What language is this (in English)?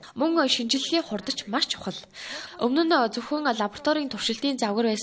Mongolian